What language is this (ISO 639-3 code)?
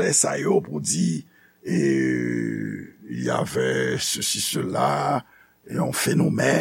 hat